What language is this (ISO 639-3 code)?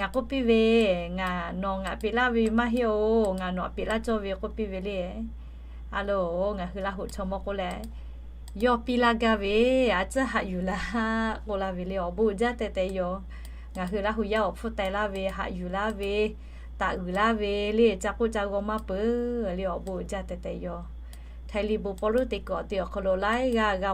lhu